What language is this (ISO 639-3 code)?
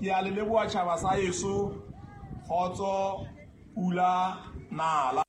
sot